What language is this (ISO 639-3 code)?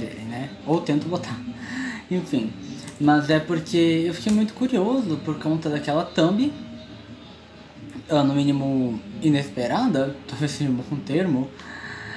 por